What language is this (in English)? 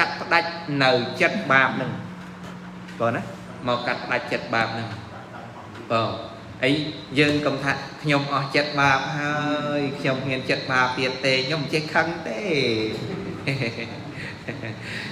Khmer